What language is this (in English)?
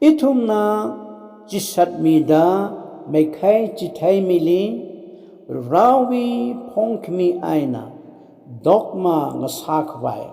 Tangkhul Naga (India)